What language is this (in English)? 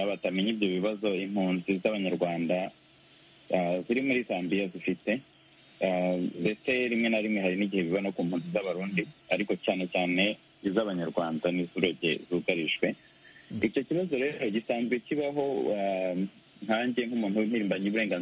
Kinyarwanda